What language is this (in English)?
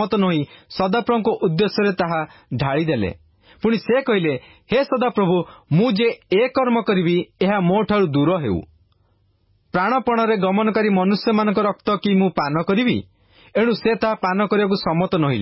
Odia